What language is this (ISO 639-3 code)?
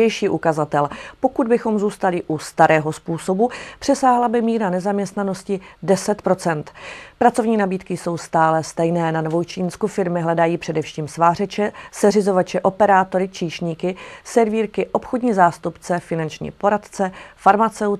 ces